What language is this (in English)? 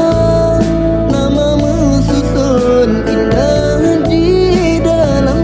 Achinese